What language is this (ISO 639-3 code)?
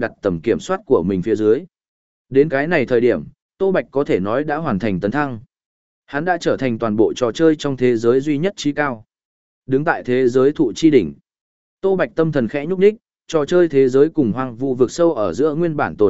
vie